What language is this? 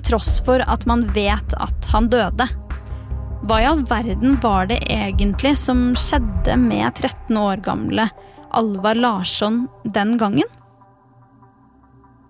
Norwegian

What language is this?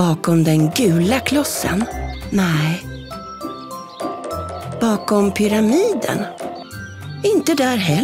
Swedish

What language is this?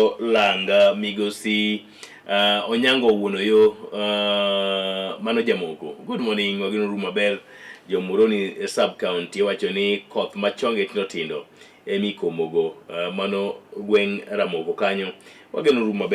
Luo (Kenya and Tanzania)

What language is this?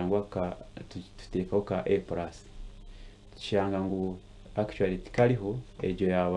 Nyankole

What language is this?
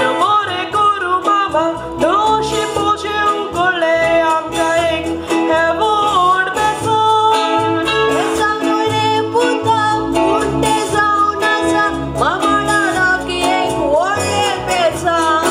Konkani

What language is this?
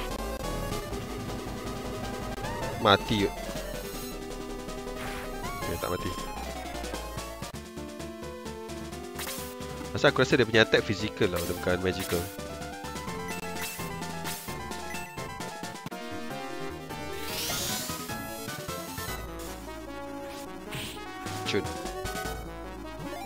Malay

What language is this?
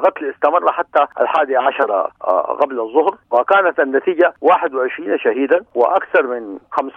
Sudanese Arabic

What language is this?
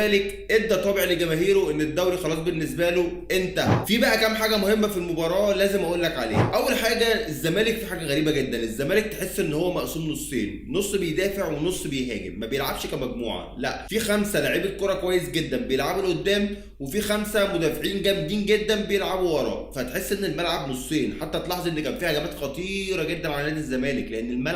Egyptian Arabic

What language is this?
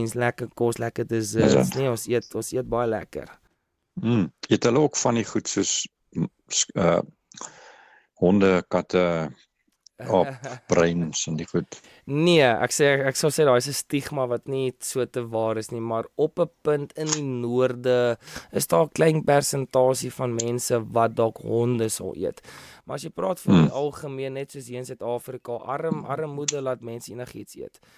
Afrikaans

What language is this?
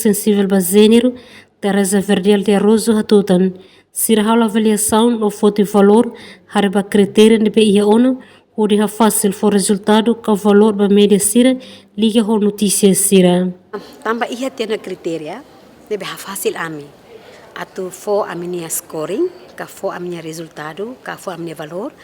Tetum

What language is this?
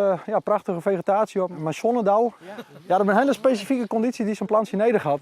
Western Frisian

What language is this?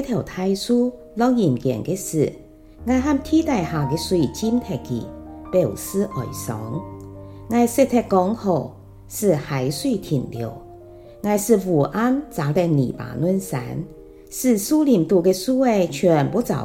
Hakka Chinese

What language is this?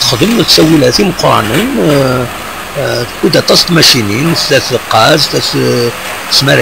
Kabyle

